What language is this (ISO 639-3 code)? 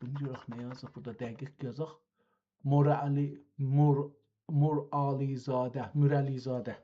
azb